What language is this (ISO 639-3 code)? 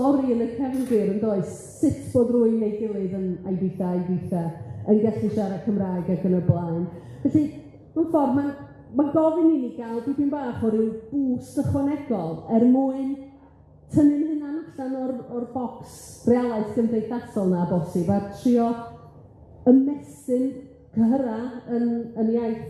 cym